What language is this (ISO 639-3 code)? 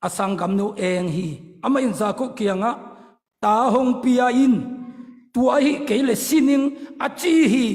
ctd